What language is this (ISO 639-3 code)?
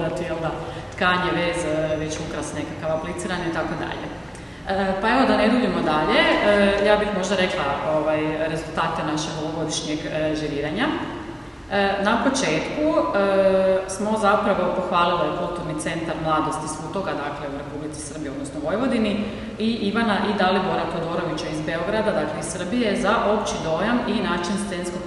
hrv